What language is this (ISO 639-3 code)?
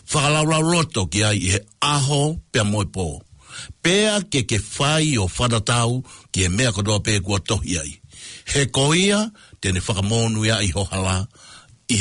ton